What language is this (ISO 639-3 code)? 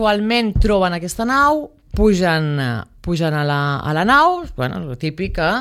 cat